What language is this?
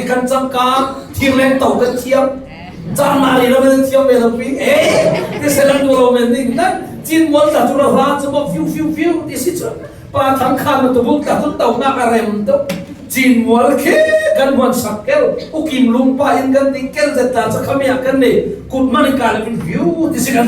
Falam Chin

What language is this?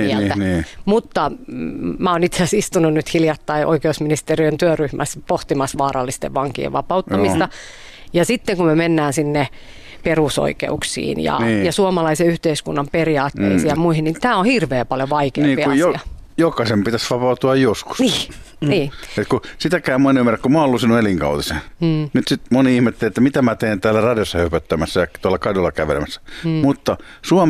Finnish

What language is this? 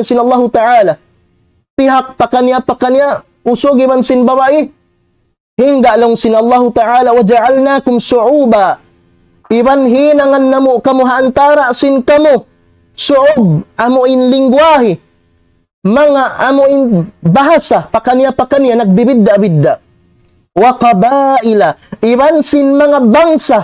Tausug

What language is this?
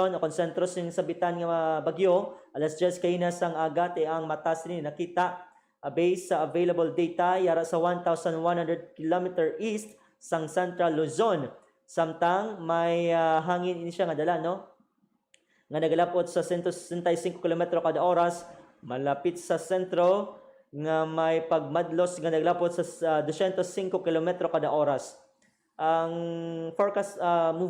Hiligaynon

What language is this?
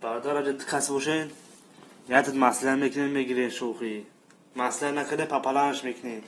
Tajik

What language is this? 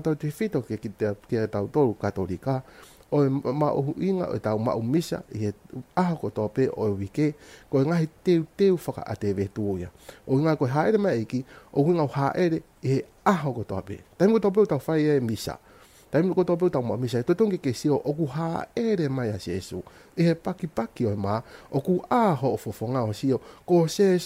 Tongan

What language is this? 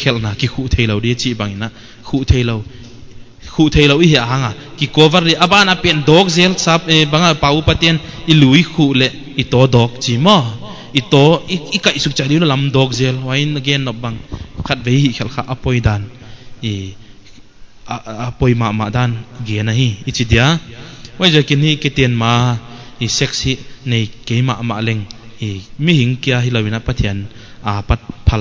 Paite Chin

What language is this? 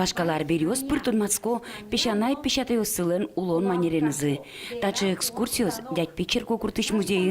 Udmurt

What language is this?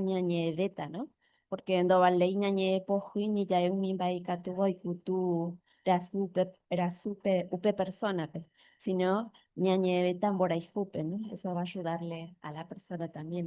Guarani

